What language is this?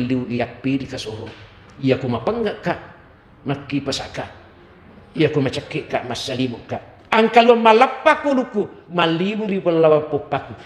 Buginese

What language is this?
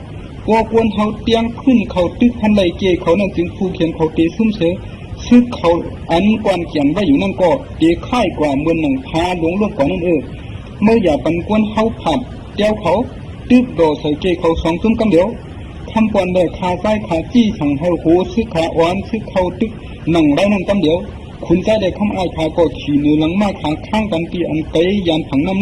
Shan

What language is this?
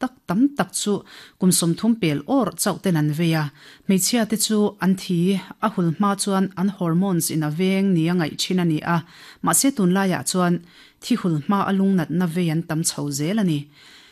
Mizo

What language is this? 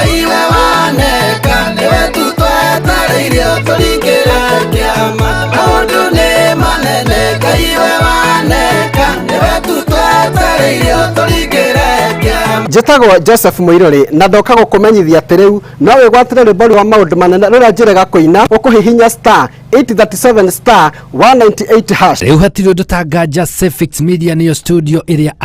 Kikuyu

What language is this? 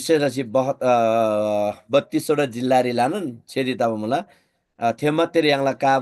Eastern Tamang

